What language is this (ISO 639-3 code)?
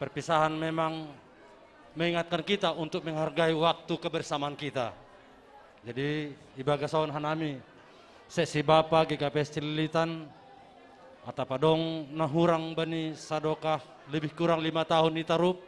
bts